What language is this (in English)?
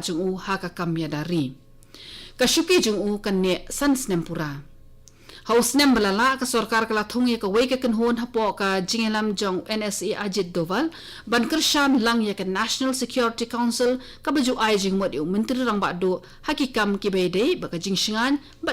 Khasi